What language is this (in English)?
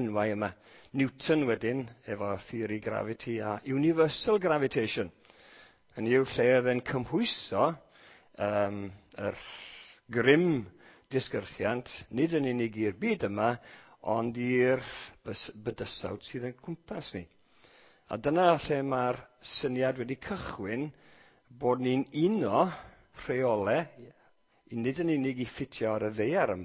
Welsh